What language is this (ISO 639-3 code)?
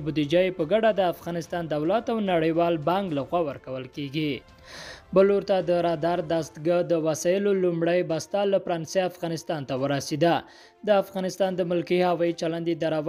pus